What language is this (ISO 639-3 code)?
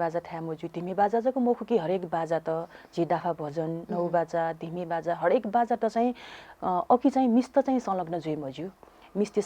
new